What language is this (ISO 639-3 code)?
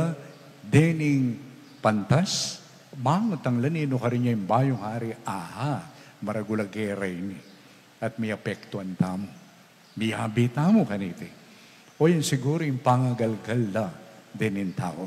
pam